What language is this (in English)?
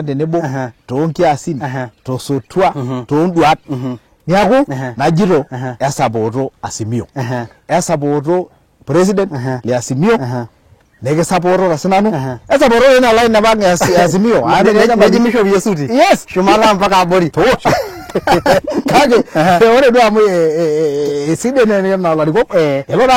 Masai